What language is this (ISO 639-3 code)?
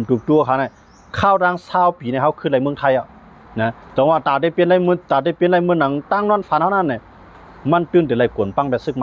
shn